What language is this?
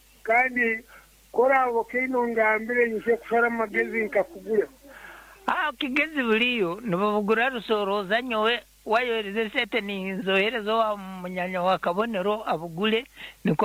Nyankole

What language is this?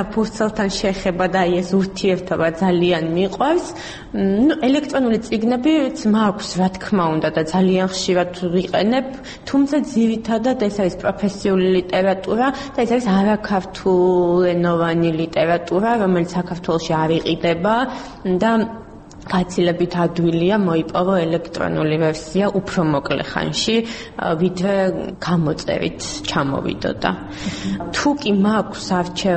Georgian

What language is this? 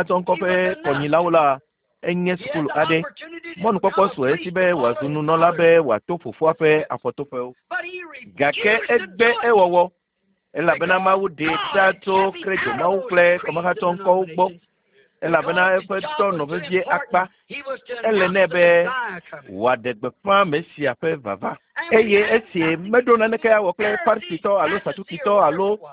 Ewe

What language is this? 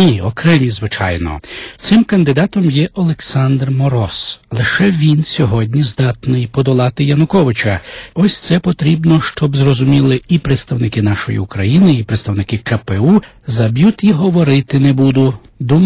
Ukrainian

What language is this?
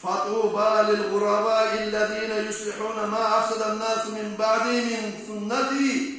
Kumyk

